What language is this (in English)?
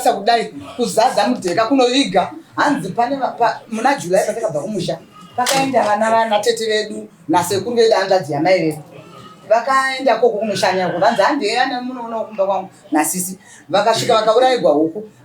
Shona